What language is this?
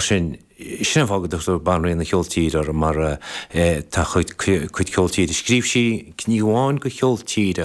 Irish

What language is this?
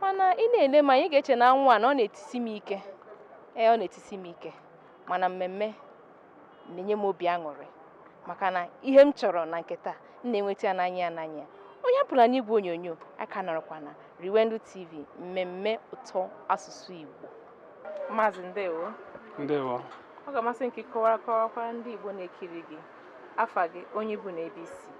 Igbo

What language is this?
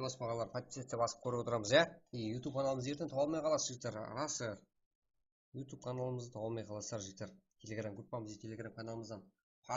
Kara-Kalpak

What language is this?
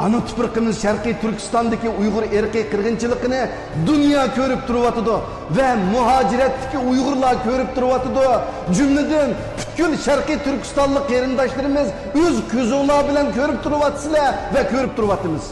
Uyghur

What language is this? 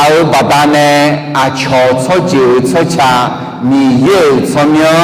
Akha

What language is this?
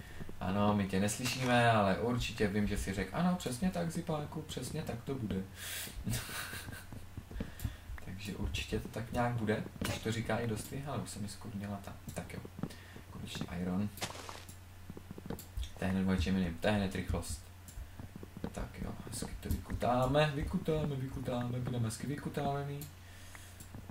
Czech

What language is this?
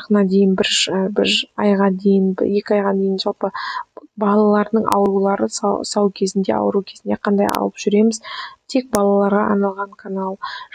Kazakh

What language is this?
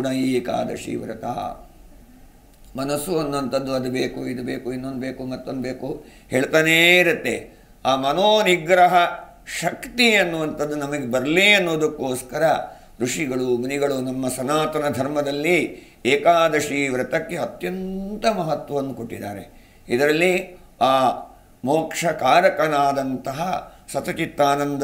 Kannada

